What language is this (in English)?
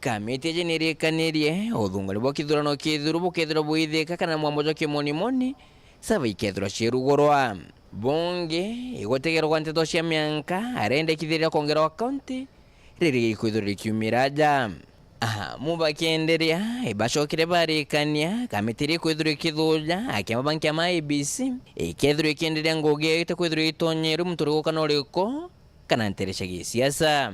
Meru